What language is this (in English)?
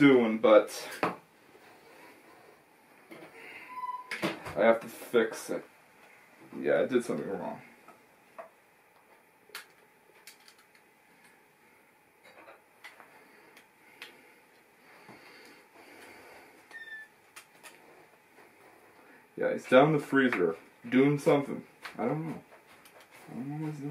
English